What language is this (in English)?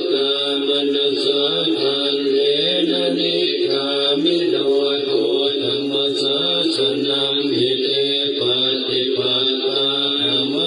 Pali